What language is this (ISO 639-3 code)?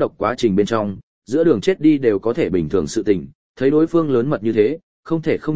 vie